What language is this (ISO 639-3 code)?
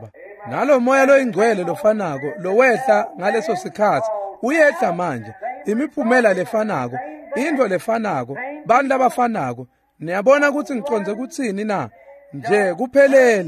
ssw